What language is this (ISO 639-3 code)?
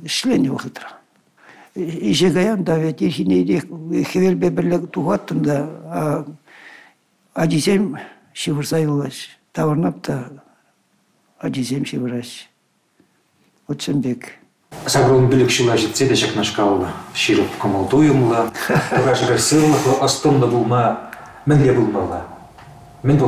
chv